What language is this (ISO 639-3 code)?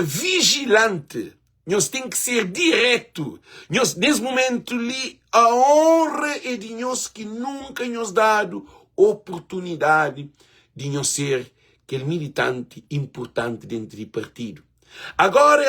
kea